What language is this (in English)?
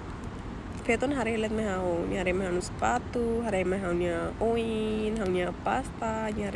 Tetum